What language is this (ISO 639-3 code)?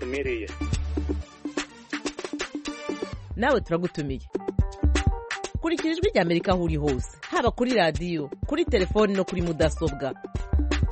kin